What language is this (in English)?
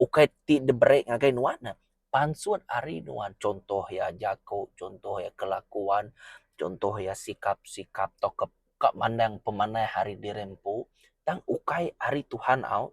Iban